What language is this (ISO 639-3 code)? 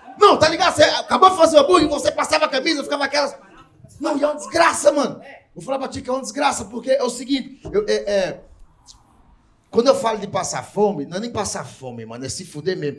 por